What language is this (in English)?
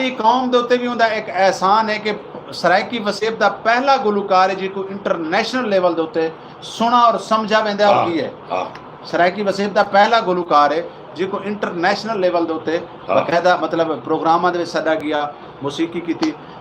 Saraiki